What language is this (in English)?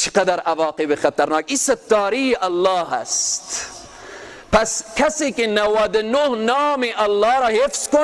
Persian